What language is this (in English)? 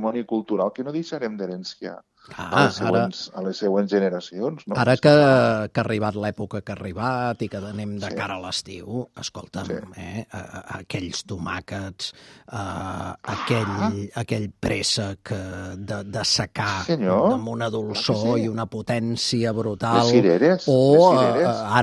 Catalan